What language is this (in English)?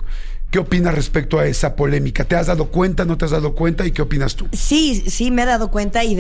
Spanish